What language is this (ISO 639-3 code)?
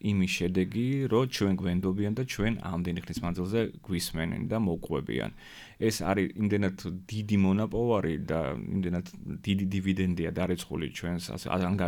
kat